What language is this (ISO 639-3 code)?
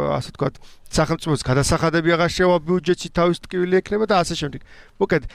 kat